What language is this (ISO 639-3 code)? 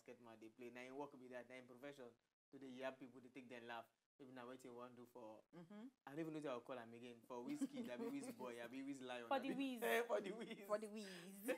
pcm